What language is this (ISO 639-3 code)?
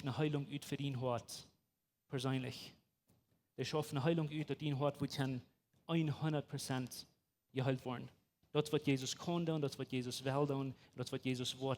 pdt